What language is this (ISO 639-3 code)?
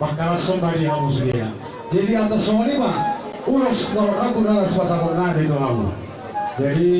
bbc